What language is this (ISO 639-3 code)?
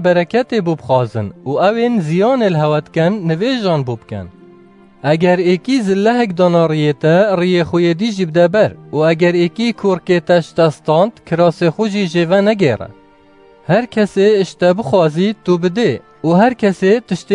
kur